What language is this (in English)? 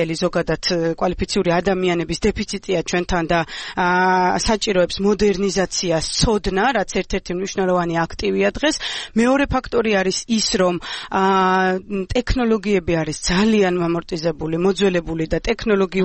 Georgian